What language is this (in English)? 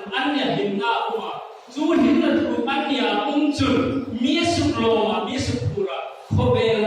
Hmar